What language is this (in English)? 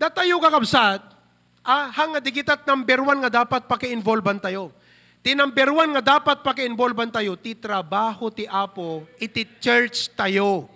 Iloko